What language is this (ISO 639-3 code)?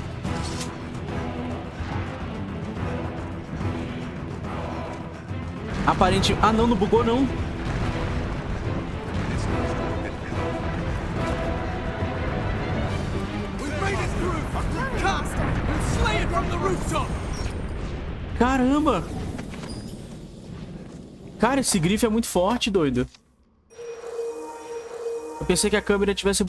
por